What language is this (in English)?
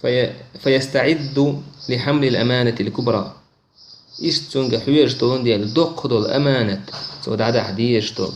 Chechen